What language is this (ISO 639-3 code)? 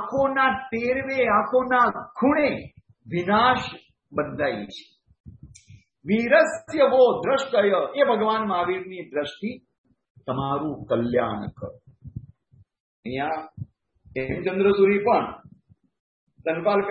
guj